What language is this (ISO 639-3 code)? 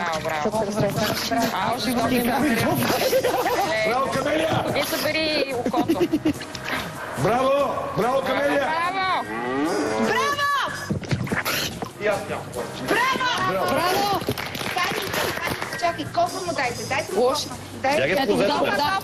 bul